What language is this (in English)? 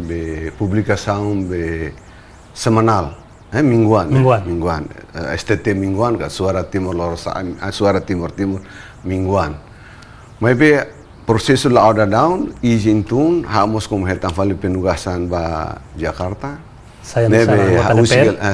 Tetum